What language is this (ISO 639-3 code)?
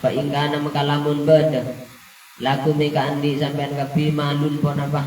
mad